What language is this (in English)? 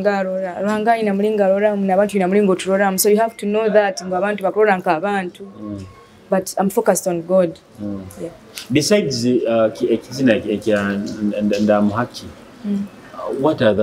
Nyoro